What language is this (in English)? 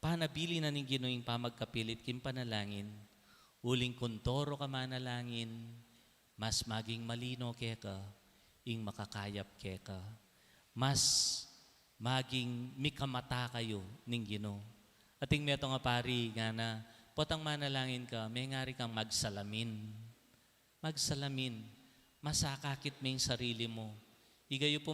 Pampanga